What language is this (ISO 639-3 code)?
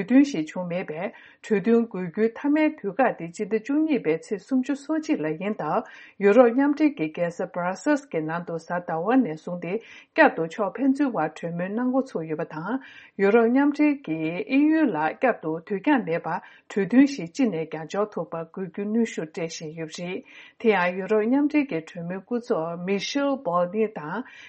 bod